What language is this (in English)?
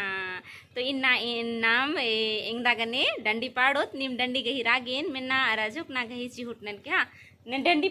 Kurukh